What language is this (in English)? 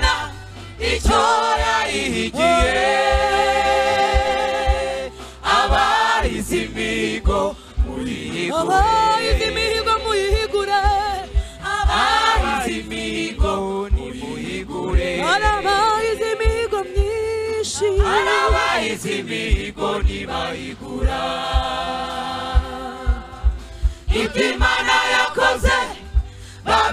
Kinyarwanda